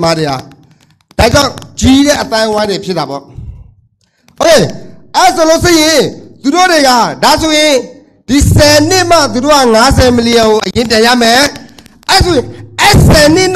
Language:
Burmese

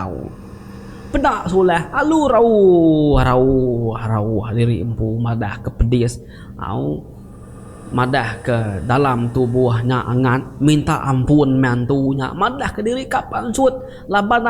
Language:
Iban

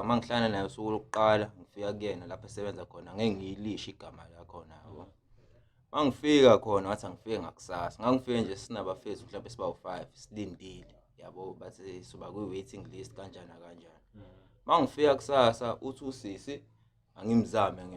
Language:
Zulu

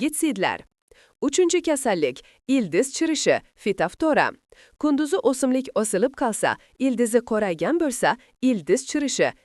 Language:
Uzbek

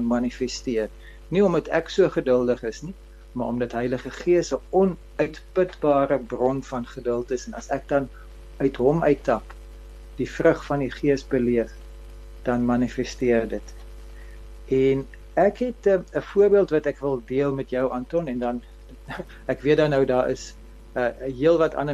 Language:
Afrikaans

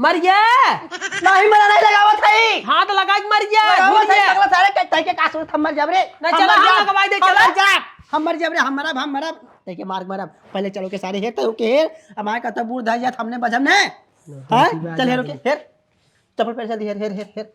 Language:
Awadhi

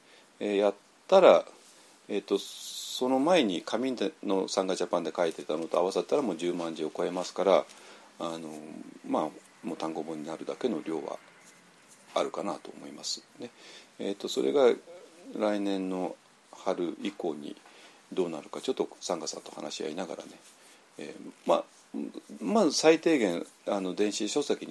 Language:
Japanese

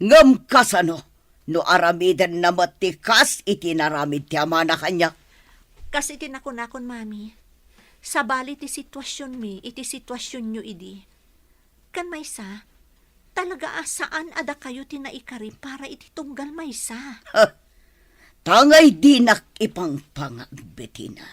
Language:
Iloko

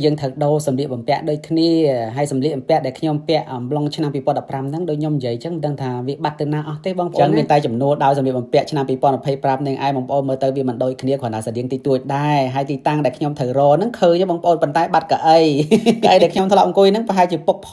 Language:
Khmer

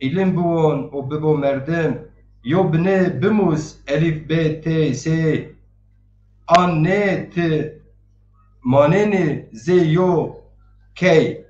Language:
Zaza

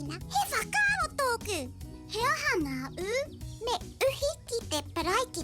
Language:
Māori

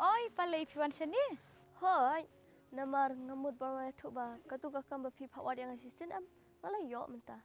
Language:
Khasi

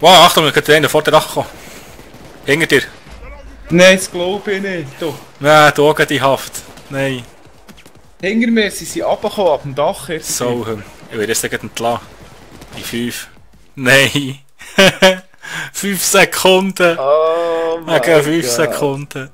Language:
Swiss German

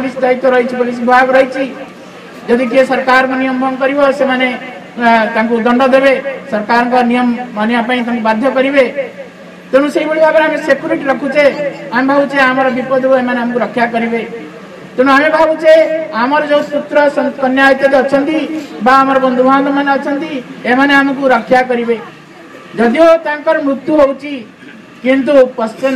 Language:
Odia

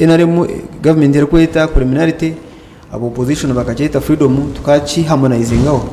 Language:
Nyankole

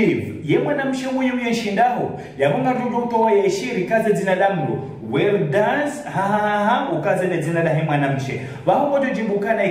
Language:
Ngazidja Comorian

